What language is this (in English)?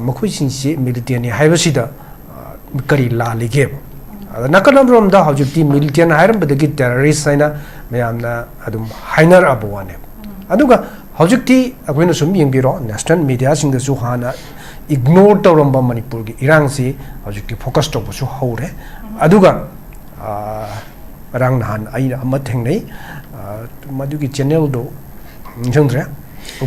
Manipuri